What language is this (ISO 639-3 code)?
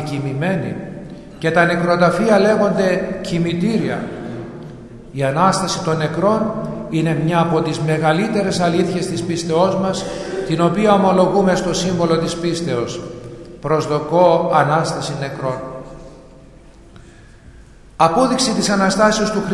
ell